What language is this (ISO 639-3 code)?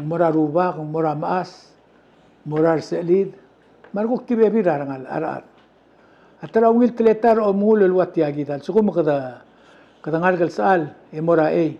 pau